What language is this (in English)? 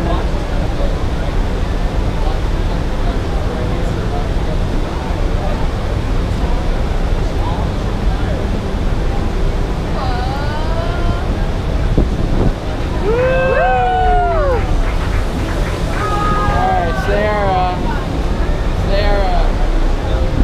English